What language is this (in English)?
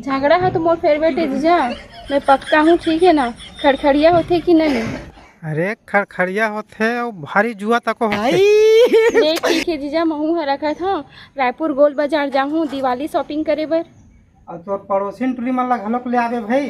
Chhattisgarhi